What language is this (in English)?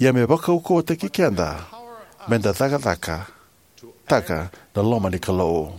Fijian